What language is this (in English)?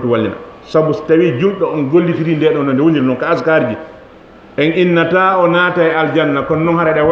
Fula